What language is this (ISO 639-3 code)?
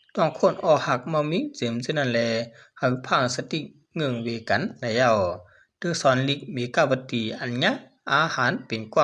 shn